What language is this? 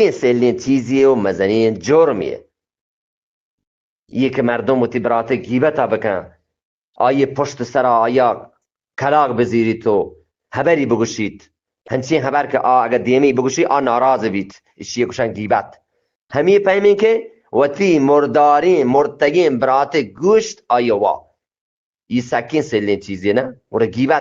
Eastern Balochi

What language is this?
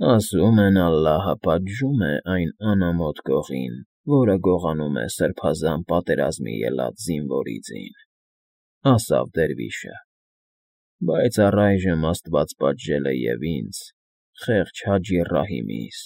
Armenian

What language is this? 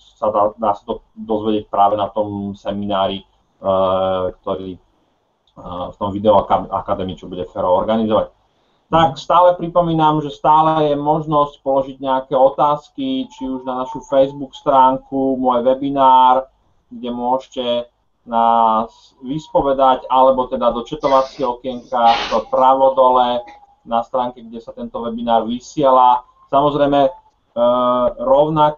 Slovak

